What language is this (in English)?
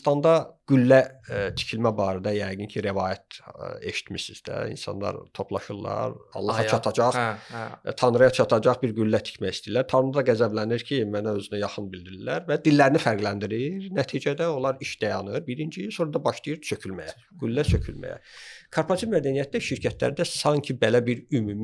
Azerbaijani